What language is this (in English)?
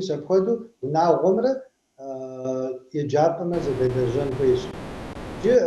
Kabardian